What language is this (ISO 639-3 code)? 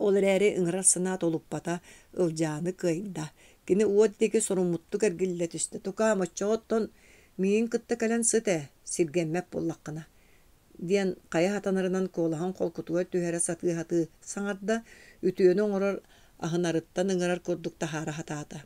sah